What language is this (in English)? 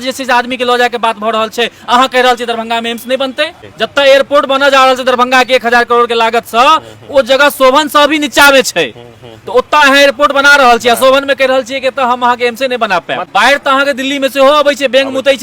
Maithili